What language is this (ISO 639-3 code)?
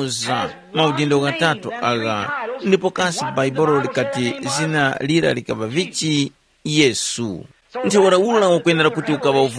tum